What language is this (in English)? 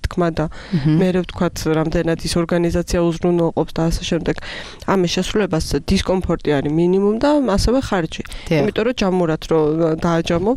Georgian